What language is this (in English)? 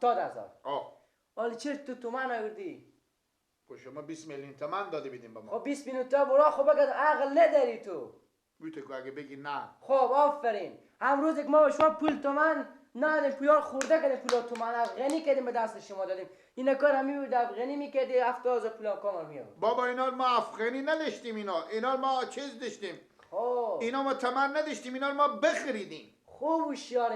Persian